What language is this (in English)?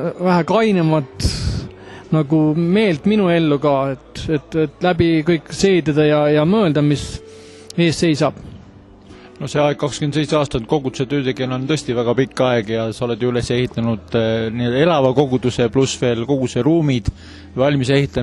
Estonian